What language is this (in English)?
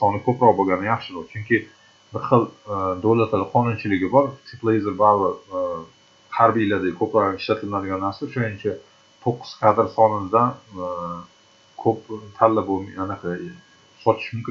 Uzbek